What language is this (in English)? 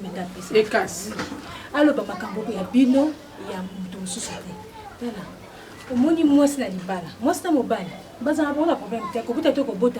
Lingala